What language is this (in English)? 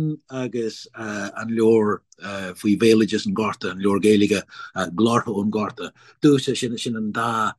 Irish